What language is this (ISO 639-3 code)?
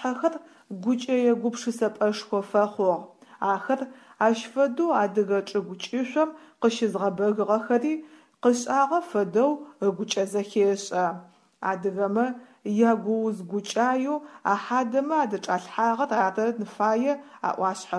ady